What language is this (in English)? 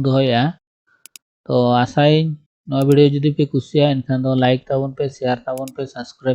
Santali